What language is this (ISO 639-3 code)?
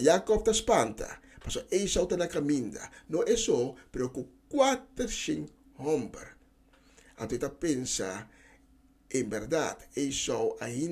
pap